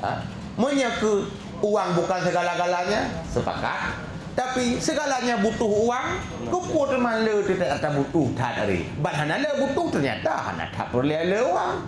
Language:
Achinese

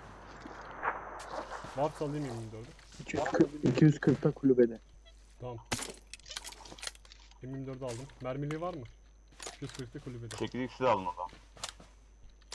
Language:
Turkish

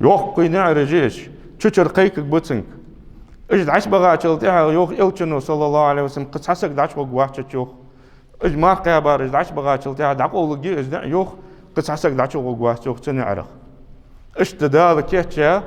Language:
Ingush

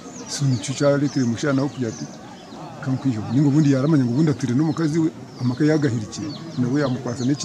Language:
Kinyarwanda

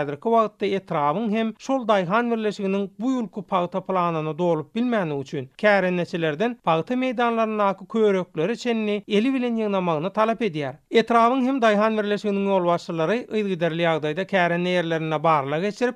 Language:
Turkmen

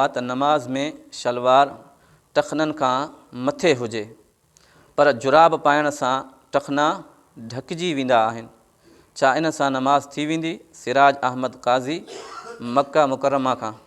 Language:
Sindhi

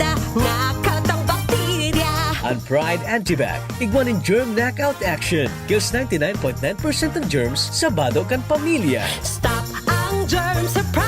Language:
Bikol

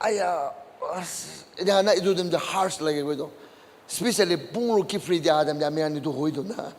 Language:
Naga Pidgin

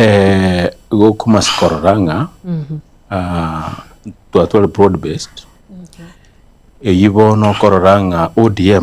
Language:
Gusii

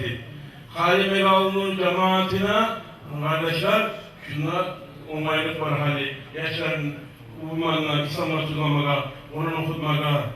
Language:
Kumyk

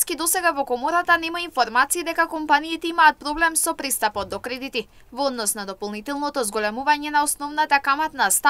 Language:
Macedonian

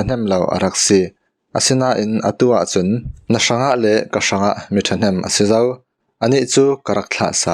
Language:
Falam Chin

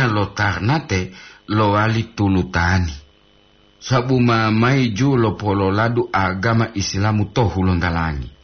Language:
Gorontalo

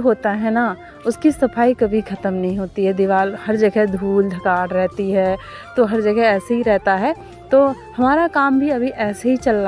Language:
Hindi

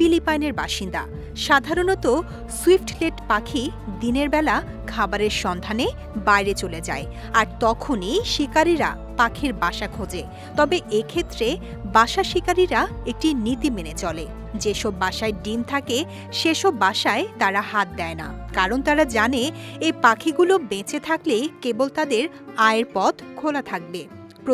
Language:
Bangla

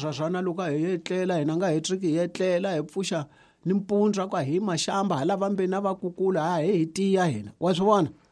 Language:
Tsonga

